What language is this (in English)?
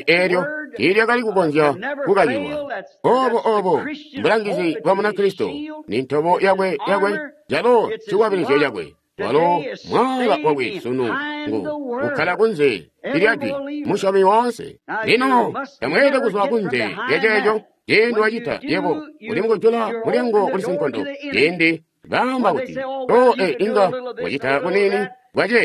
Tonga (Zambia)